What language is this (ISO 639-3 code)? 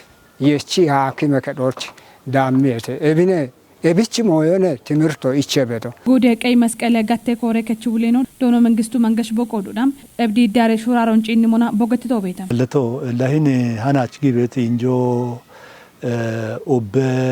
kbr